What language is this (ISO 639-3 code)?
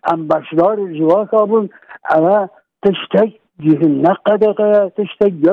kur